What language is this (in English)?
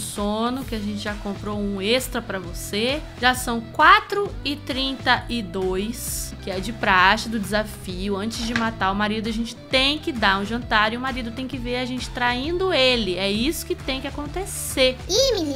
Portuguese